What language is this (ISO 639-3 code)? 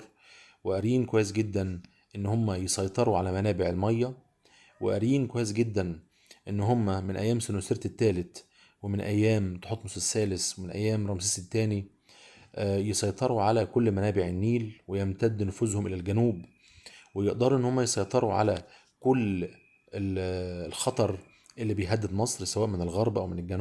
arz